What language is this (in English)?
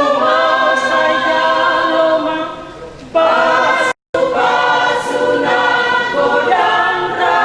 Batak Toba